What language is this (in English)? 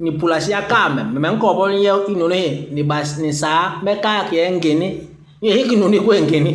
Basaa